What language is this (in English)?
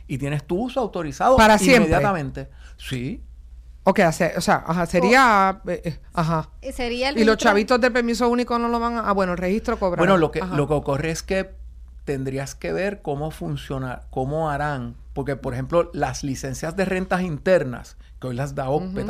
Spanish